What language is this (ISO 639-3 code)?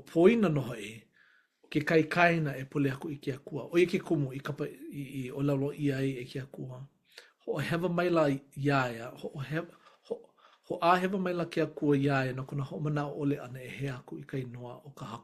haw